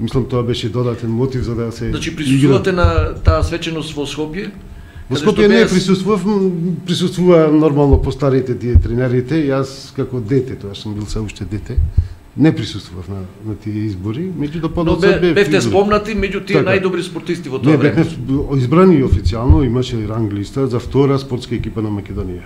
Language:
Macedonian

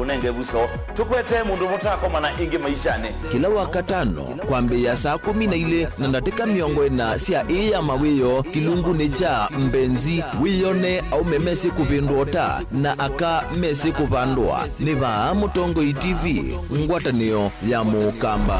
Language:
Kamba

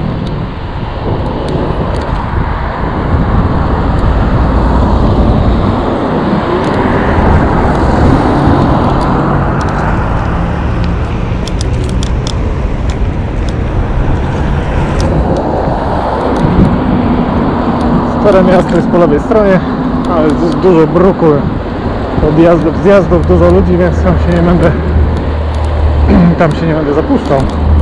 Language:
Polish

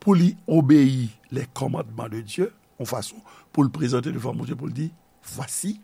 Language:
Haitian Creole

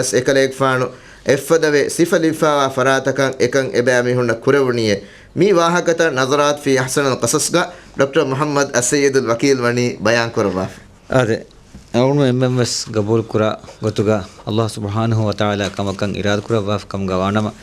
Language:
Divehi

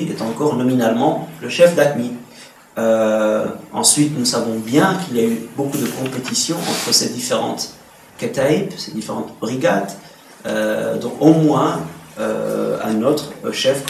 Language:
French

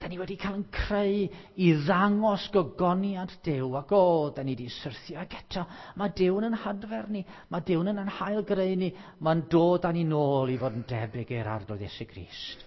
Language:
Welsh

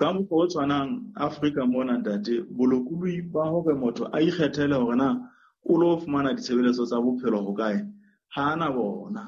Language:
Southern Sotho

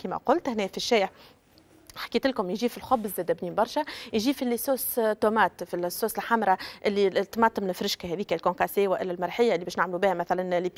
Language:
Tunisian Arabic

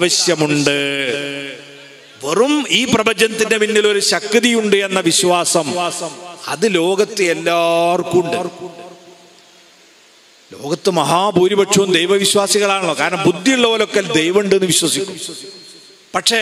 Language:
Malayalam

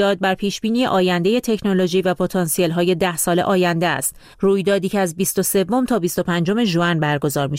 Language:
Persian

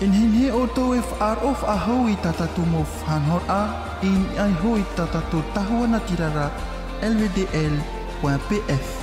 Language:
Tahitian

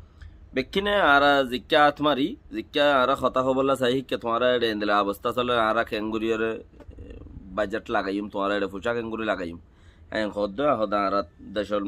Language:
Rohingya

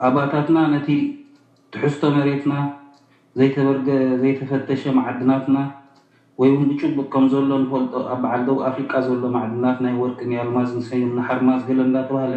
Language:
Tigrinya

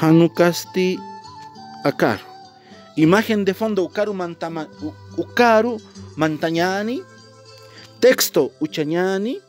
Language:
Aymara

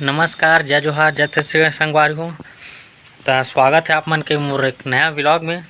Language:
Chhattisgarhi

